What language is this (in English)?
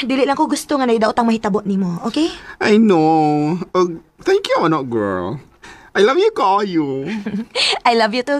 Cebuano